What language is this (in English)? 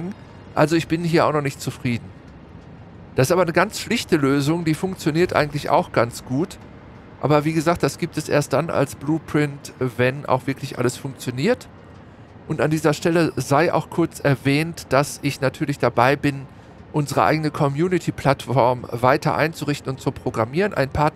German